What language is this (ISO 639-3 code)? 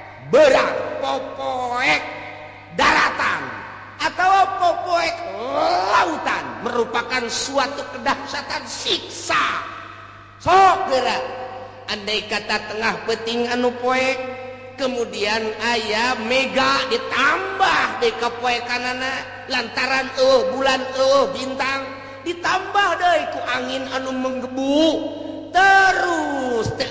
sun